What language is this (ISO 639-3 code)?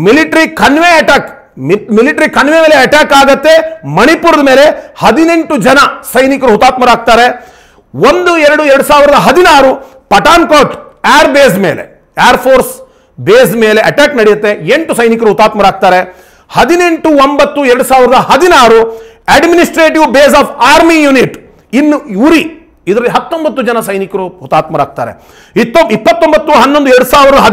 kan